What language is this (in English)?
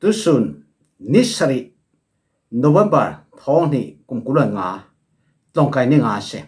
Falam Chin